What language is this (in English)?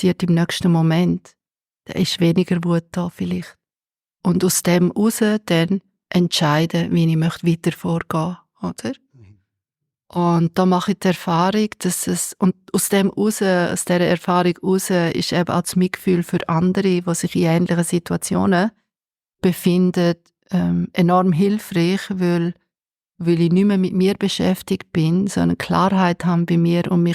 Swiss German